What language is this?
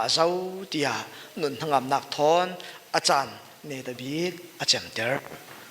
Falam Chin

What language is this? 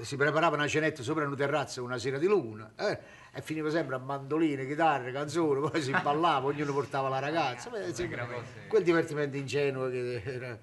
Neapolitan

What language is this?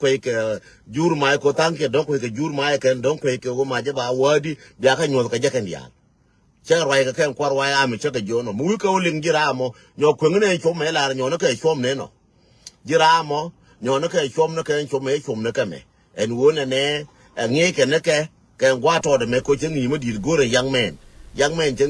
Nuer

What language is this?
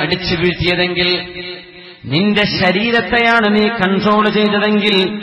Malayalam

